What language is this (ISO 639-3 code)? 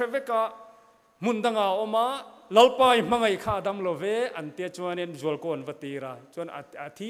lus